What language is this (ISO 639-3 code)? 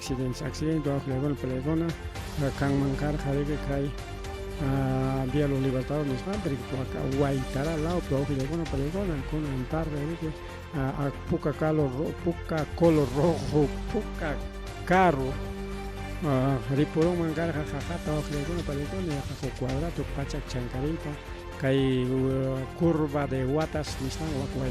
quy